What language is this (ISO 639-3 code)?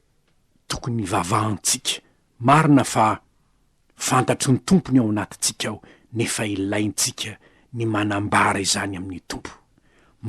mlg